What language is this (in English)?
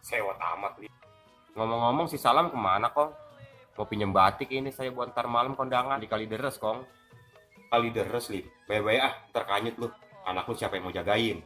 Betawi